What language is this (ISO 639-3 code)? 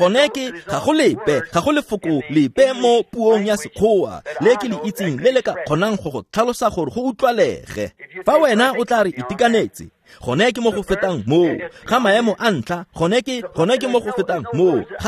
tsn